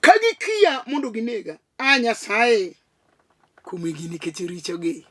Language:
Luo (Kenya and Tanzania)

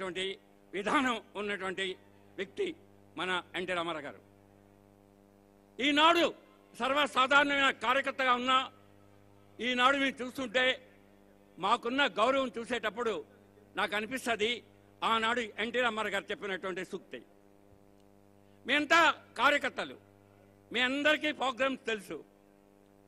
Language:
Telugu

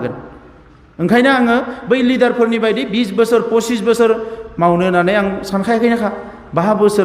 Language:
Bodo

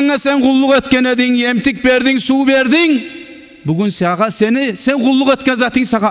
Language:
Kumyk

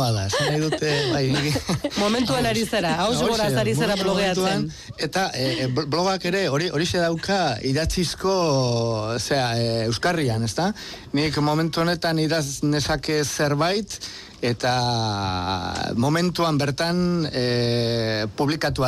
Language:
Basque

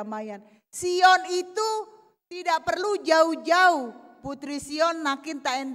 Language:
Batak Toba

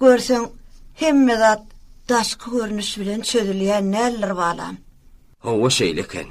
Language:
Turkmen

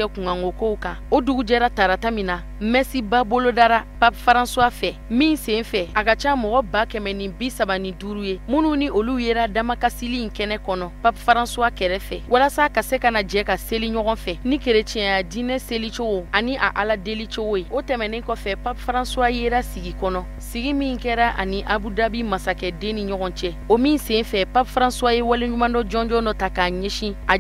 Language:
Bambara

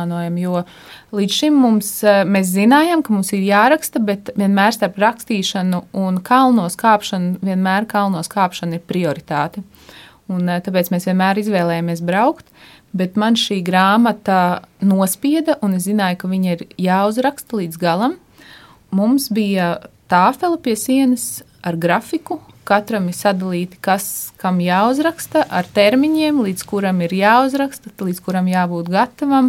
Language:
Latvian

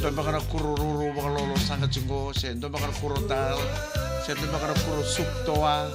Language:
Fijian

